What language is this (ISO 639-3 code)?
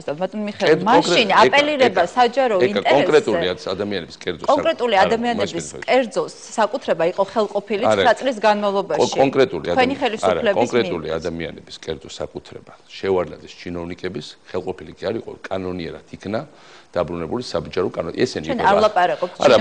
kat